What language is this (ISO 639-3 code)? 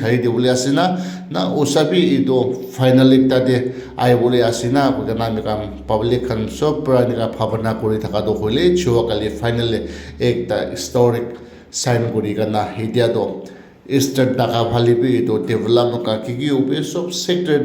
nag